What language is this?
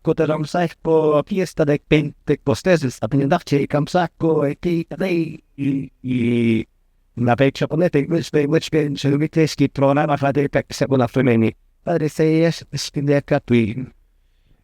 Quechua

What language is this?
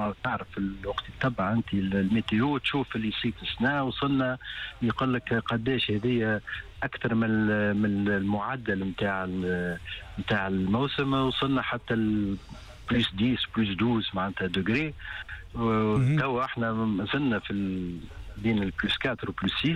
Tunisian Arabic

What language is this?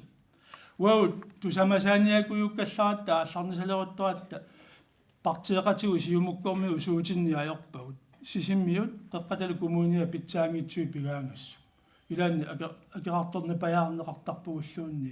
Kalaallisut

